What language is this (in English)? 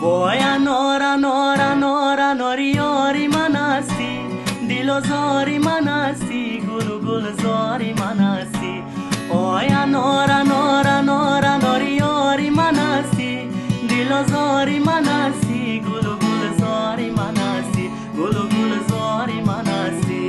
Tajik